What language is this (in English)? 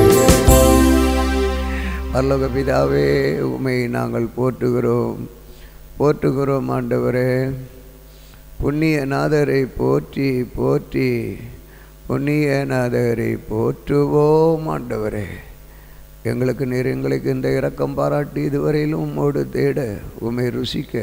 Tamil